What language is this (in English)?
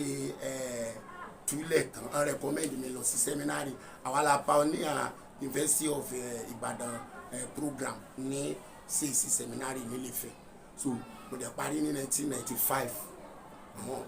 Yoruba